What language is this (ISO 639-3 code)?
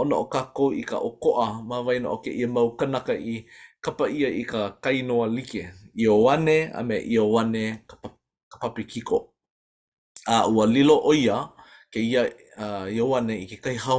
haw